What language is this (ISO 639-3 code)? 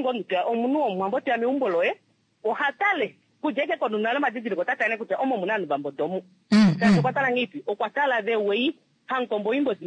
kua